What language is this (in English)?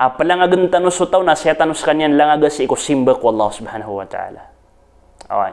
Maranao